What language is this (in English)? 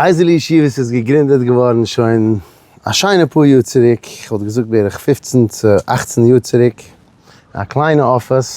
Yiddish